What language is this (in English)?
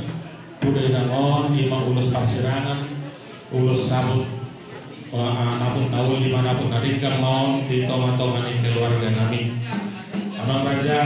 Batak Toba